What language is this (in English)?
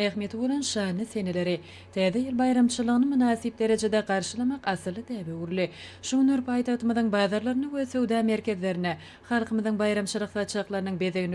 Turkmen